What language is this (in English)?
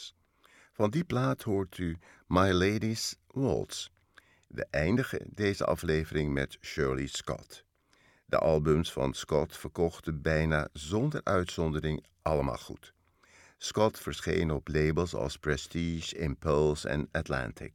Dutch